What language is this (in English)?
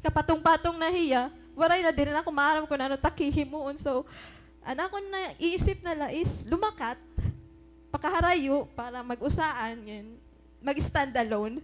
Waray